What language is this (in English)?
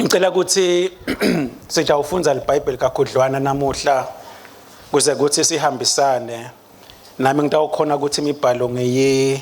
Swati